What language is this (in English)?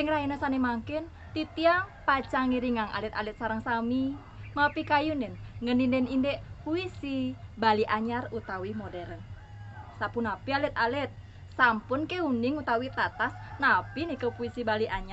Balinese